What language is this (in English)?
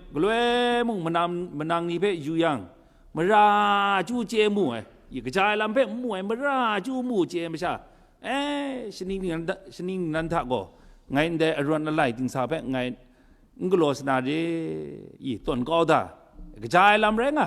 Kachin